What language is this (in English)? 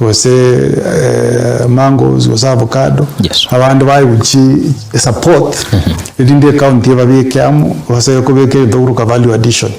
Gusii